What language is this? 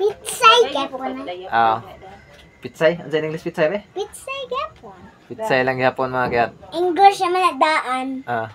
Cebuano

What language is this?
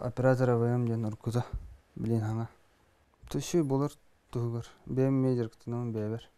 Yakut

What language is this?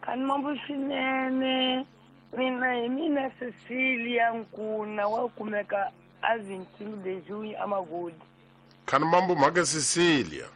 Tsonga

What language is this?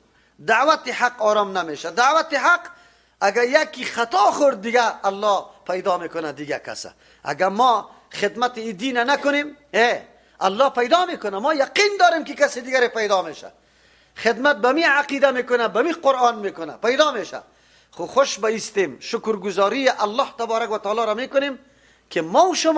Persian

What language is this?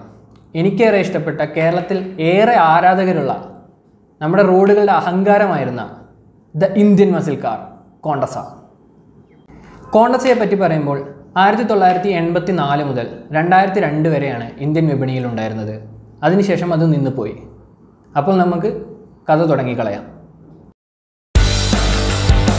Malayalam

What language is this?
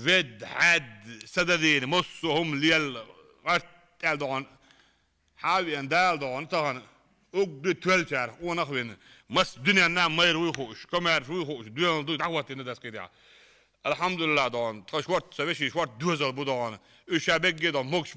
Chechen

